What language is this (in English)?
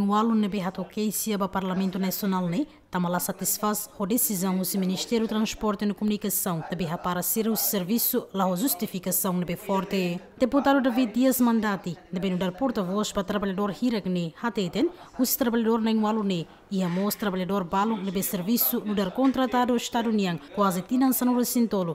Tetum